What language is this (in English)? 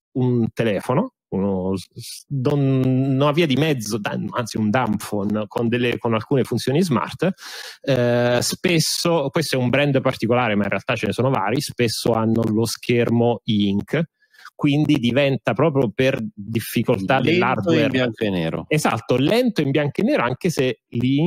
Italian